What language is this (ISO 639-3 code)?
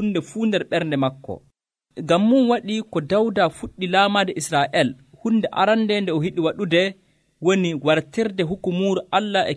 fuv